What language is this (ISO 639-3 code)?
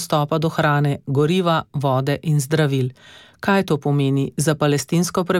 slv